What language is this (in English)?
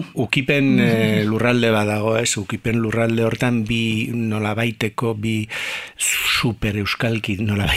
Basque